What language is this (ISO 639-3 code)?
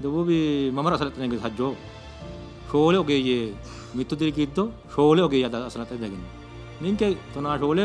sid